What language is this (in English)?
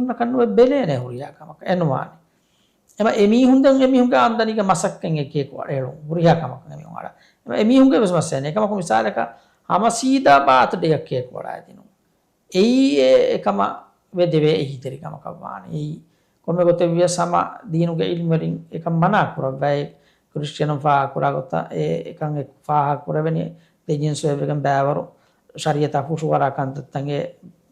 Divehi